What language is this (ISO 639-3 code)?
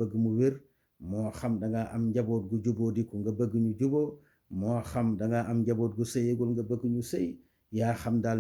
wol